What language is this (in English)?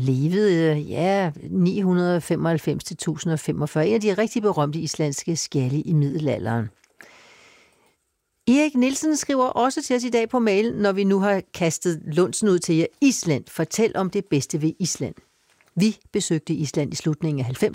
Danish